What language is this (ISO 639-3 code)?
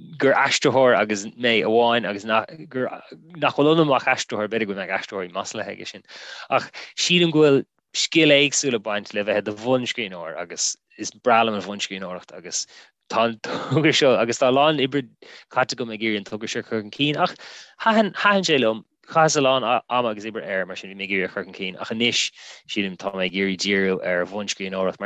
gle